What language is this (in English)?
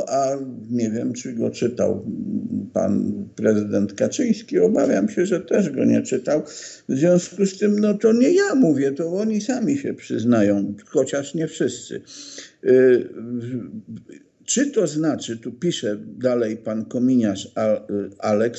Polish